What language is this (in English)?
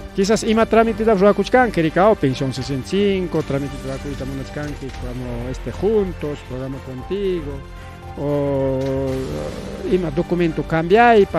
Ayacucho Quechua